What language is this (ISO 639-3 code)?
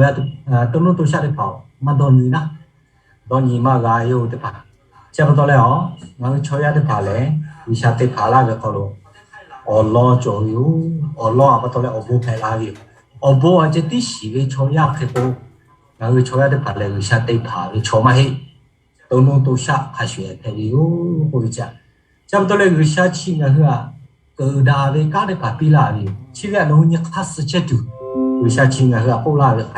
lhu